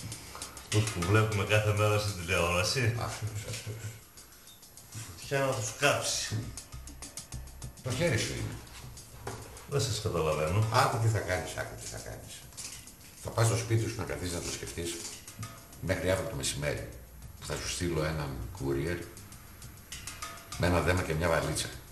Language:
Greek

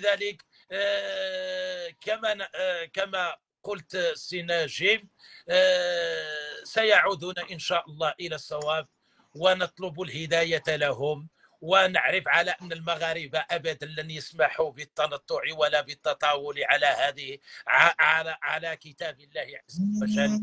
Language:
Arabic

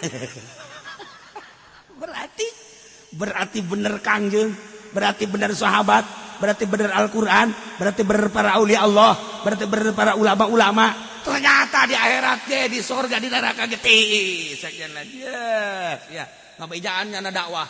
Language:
Sundanese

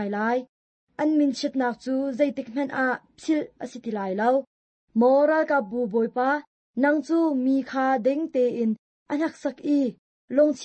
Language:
Hakha Chin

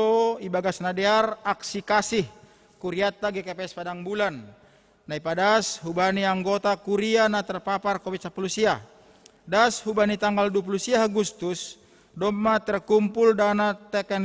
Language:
Batak Simalungun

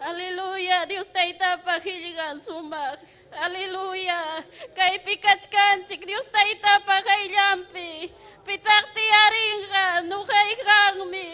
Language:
Ayacucho Quechua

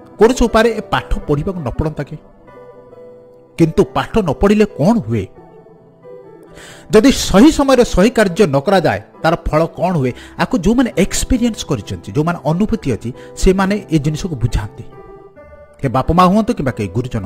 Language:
Odia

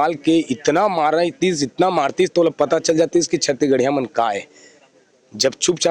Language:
Chhattisgarhi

